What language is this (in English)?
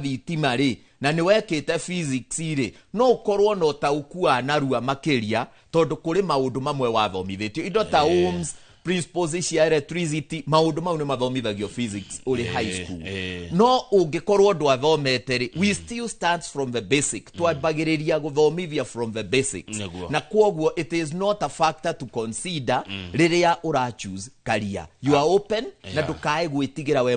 Kikuyu